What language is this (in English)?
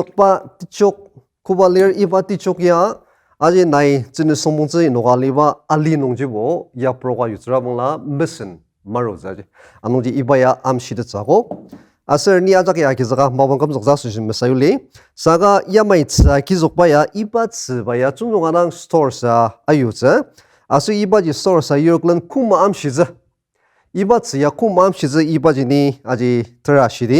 Ao Naga